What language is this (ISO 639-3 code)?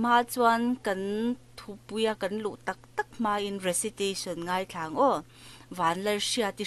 lus